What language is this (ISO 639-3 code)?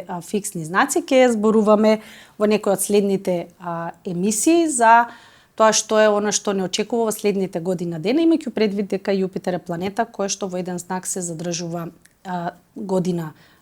mkd